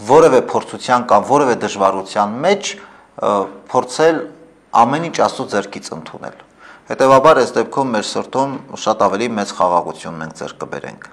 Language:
Armenian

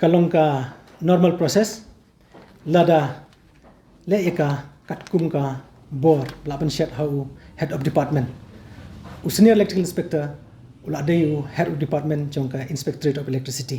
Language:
Khasi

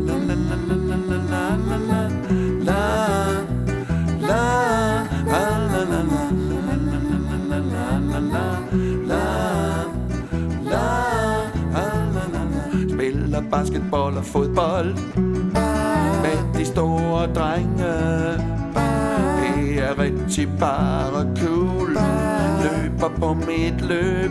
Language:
Danish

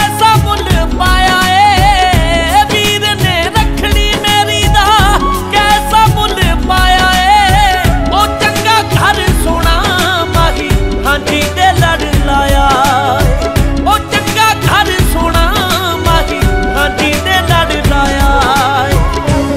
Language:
Punjabi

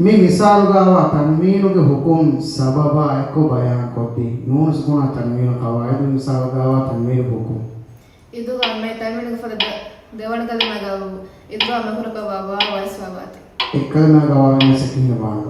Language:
Divehi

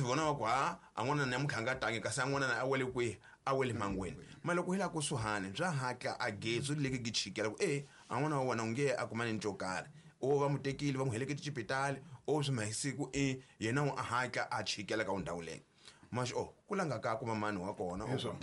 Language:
Tsonga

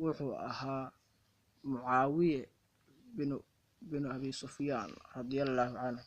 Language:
Somali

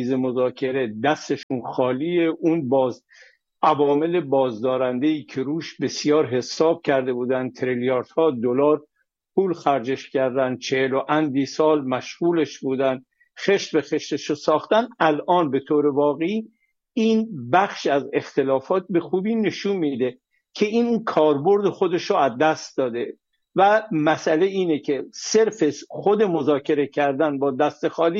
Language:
Persian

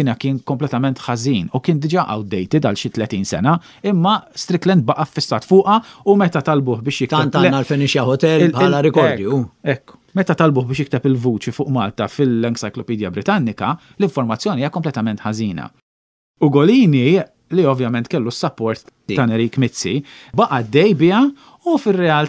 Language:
Maltese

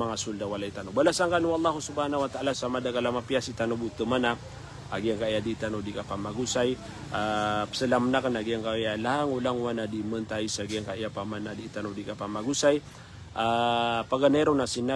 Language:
Maranao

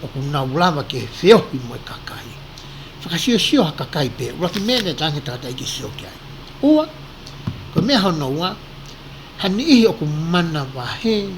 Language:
Tongan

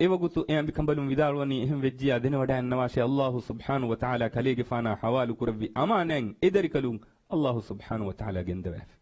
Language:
Divehi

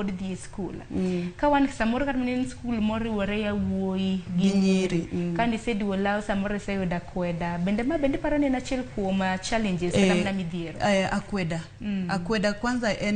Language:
Luo (Kenya and Tanzania)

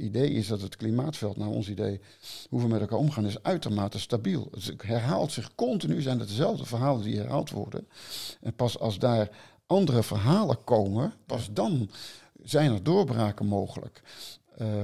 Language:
Dutch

